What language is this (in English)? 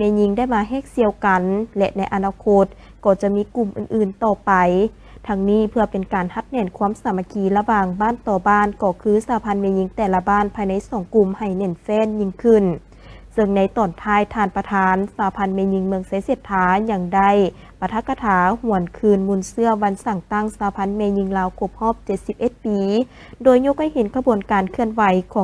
Lao